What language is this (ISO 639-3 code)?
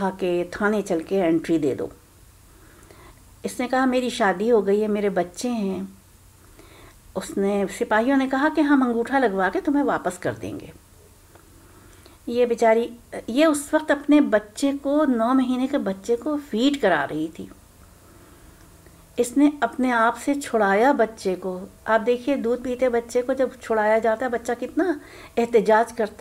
urd